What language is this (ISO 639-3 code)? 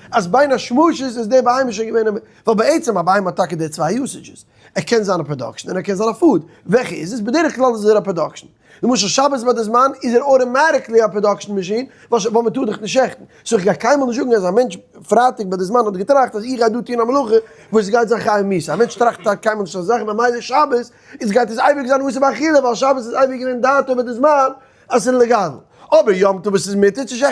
yid